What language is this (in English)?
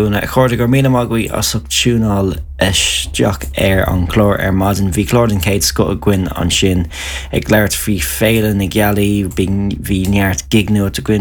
Irish